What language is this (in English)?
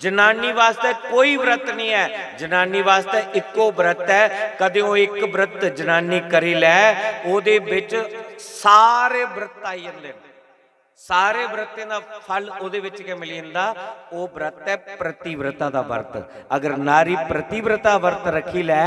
Dogri